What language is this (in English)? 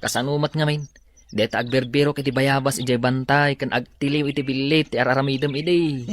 Iloko